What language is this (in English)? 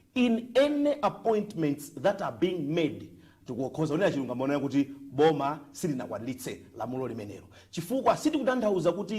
Nyanja